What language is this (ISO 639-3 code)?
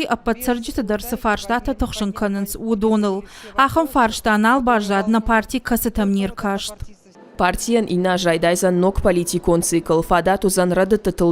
oss